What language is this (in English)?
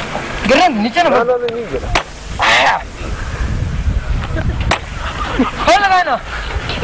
Urdu